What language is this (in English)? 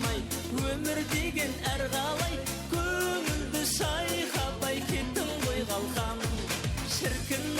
Kara-Kalpak